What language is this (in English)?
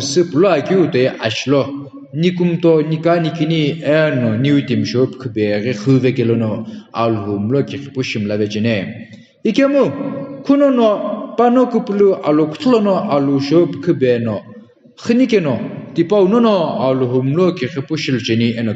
Sumi Naga